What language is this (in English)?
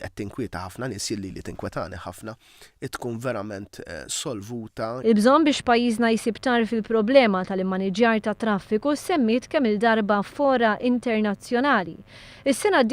Maltese